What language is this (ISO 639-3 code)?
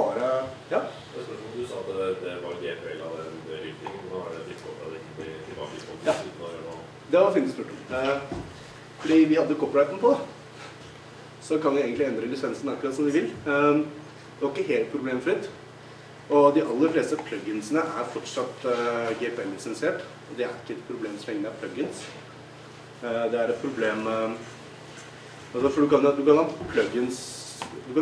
nor